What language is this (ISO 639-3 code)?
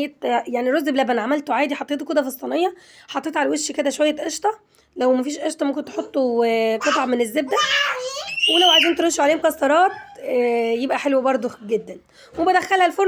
arz